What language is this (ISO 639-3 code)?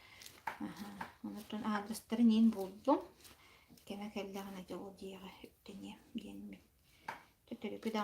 sah